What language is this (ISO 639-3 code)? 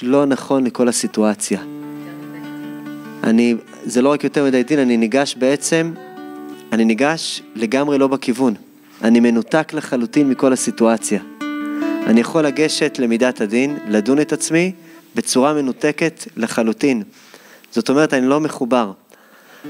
heb